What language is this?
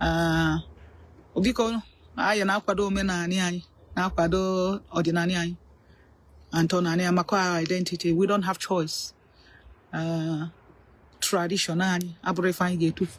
Igbo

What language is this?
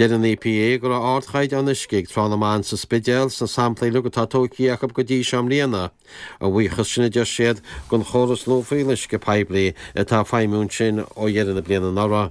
Irish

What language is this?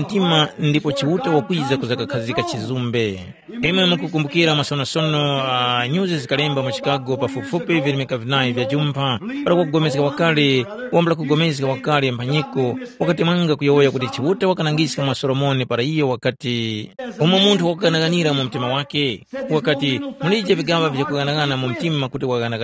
Tumbuka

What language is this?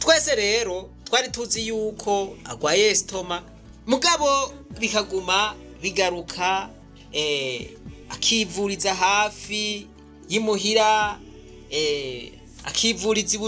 Rundi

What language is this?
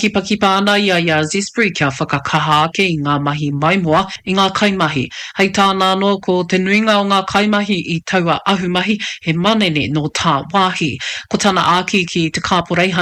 Māori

